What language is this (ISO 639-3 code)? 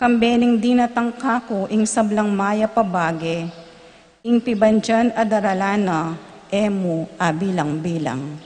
pam